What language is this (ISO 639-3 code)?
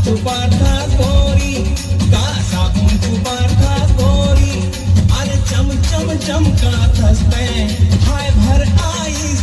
hne